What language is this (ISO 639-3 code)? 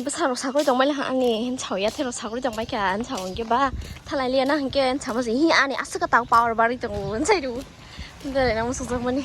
trp